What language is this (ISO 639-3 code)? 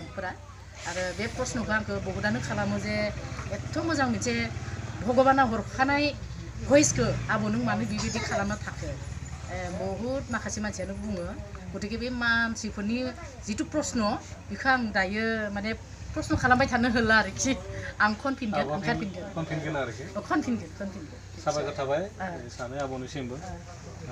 brx